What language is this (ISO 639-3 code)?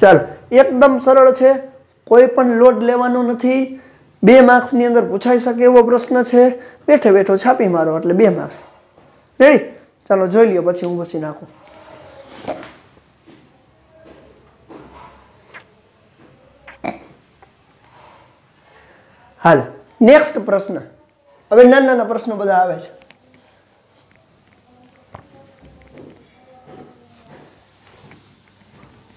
guj